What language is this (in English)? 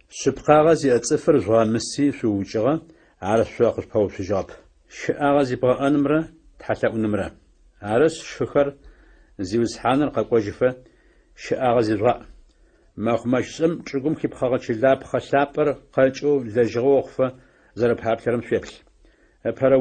Adyghe